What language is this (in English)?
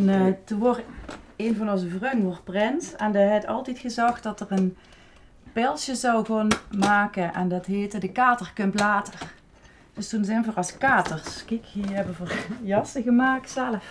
Limburgish